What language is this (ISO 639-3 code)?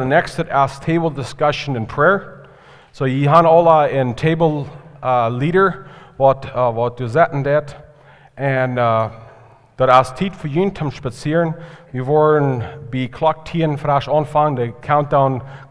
pdt